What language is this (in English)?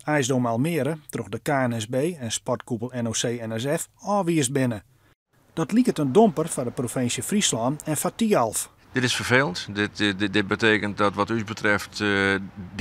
Western Frisian